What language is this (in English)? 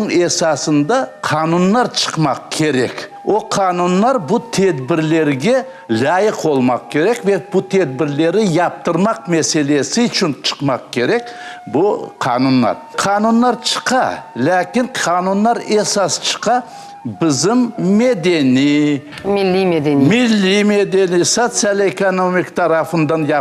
Crimean Tatar